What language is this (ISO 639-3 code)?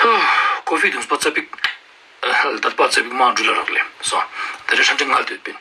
lbj